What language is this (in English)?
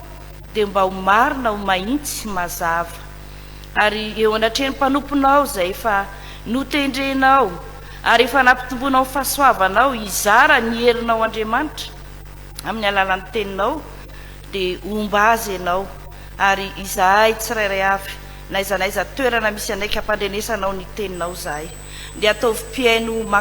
Malagasy